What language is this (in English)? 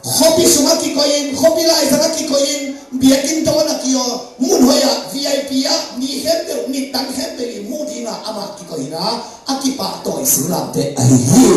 Tedim Chin